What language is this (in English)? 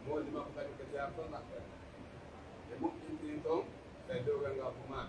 Pular